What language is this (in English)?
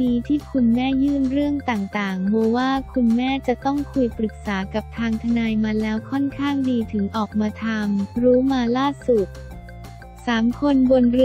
Thai